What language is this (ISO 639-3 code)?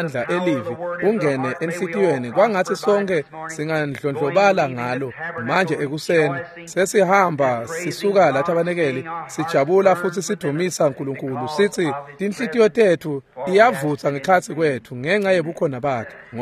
ssw